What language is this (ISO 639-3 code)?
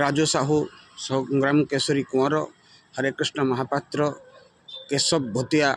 ori